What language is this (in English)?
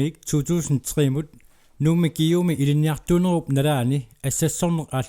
Kalaallisut